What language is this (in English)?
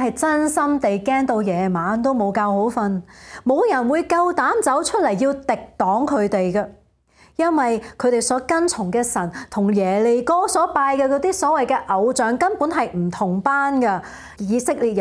Cantonese